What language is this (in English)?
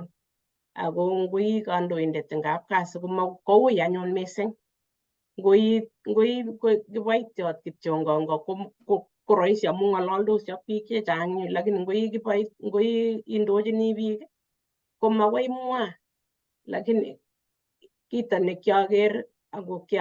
Kalenjin